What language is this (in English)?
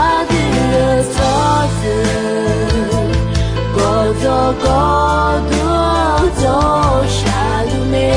Akha